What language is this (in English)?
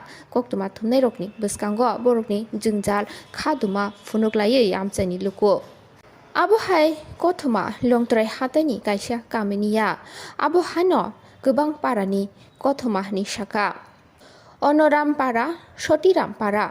Kok Borok